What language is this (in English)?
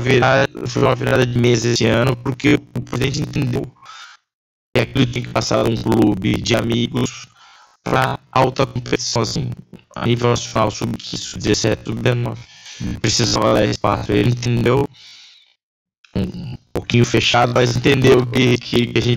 Portuguese